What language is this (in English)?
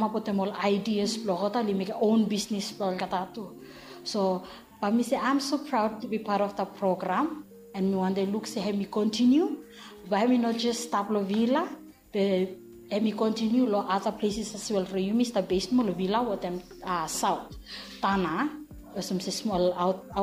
Bislama